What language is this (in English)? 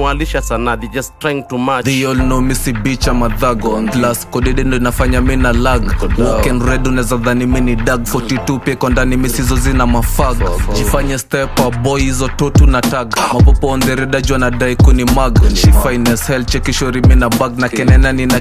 Swahili